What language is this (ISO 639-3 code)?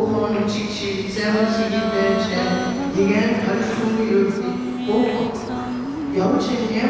bod